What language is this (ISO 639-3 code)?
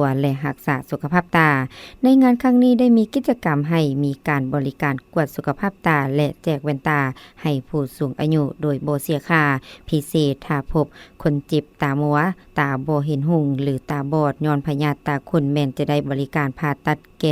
lao